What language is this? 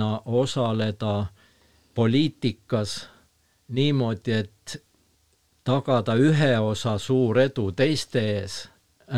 Estonian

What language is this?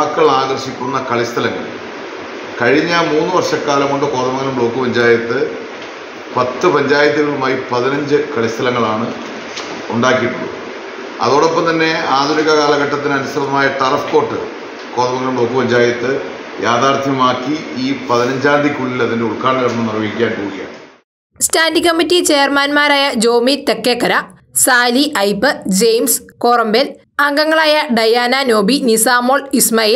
Malayalam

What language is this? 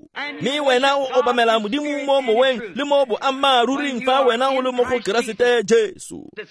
Tswana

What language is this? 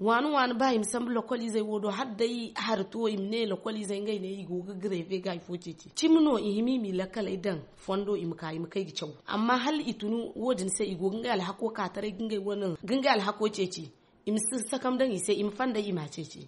Zarma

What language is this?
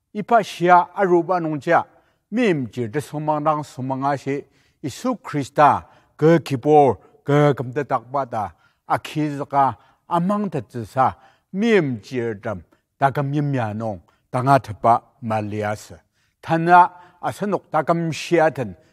Ao Naga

